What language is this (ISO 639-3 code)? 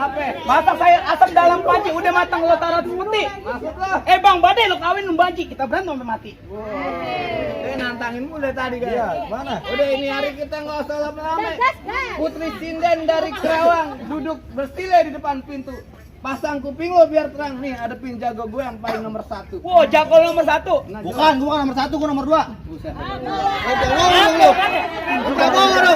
bew